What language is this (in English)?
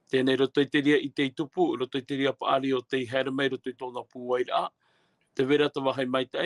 Tahitian